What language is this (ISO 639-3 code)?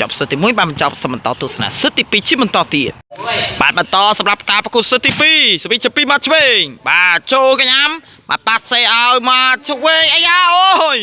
khm